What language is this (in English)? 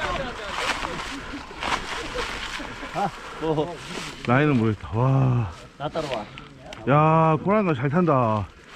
Korean